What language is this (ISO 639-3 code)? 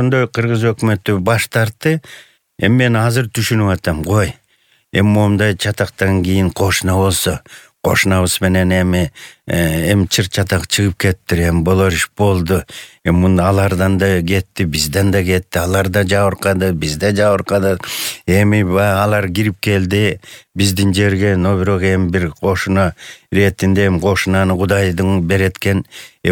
kir